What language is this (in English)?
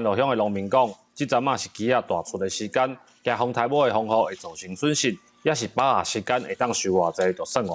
Min Nan Chinese